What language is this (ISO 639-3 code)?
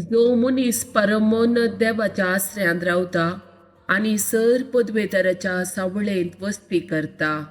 kok